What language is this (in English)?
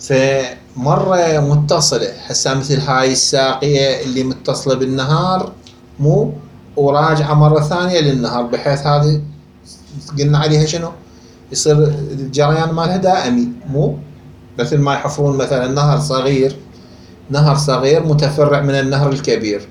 Mesopotamian Arabic